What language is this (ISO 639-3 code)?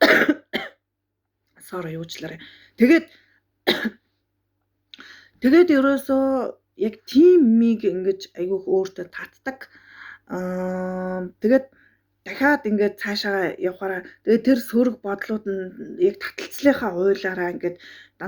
mon